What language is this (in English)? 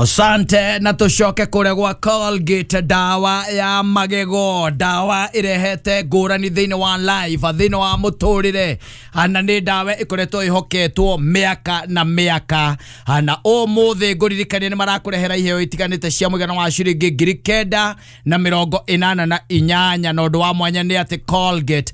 Kikuyu